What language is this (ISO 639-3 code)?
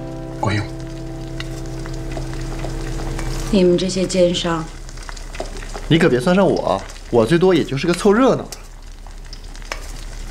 zho